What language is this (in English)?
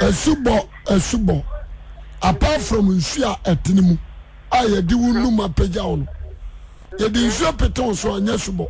Akan